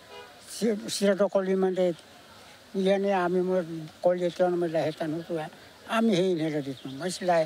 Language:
Tetum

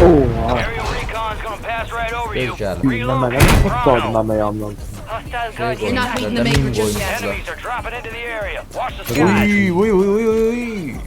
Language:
South Azerbaijani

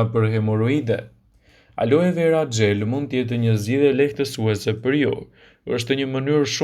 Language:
Albanian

